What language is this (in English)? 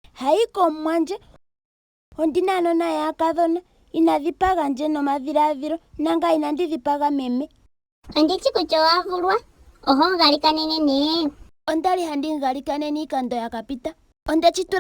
Ndonga